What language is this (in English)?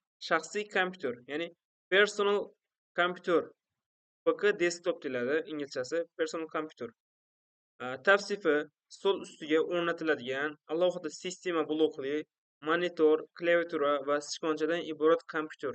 Uzbek